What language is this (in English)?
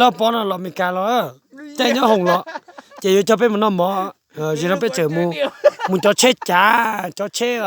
Hmong